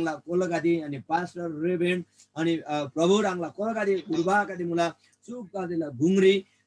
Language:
Eastern Tamang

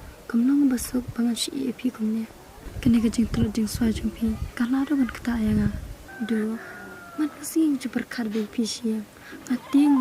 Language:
Khasi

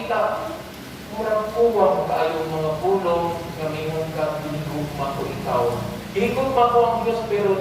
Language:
Cebuano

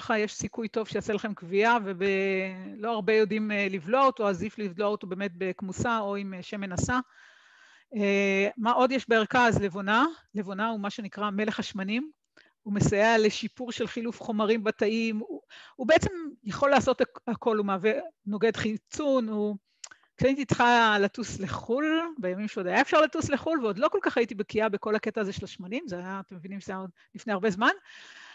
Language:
Hebrew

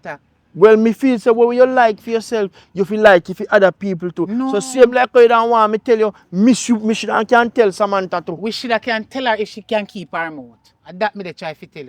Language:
Jamaican Creole English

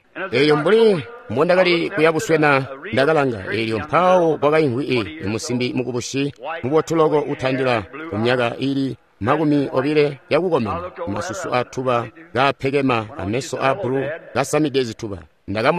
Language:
Tonga (Zambia)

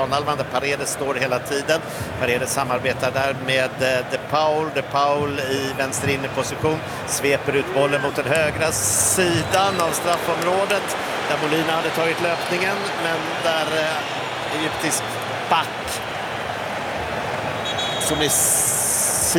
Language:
Swedish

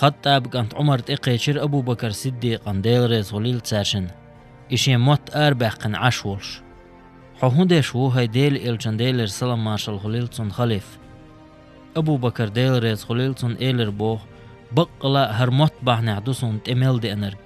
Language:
Chechen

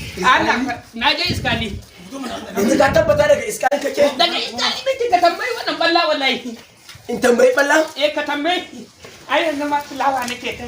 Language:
Hausa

